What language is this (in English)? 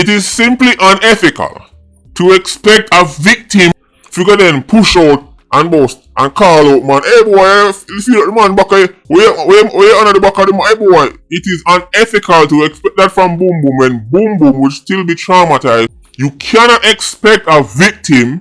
Jamaican Creole English